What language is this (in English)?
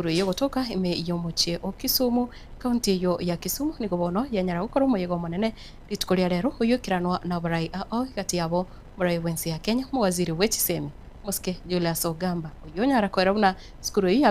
Gusii